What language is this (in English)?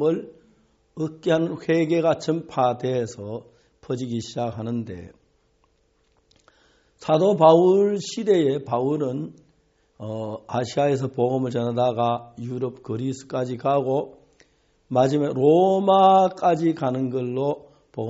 Korean